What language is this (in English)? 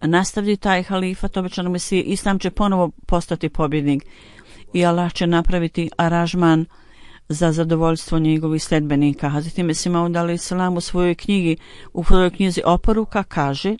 Bosnian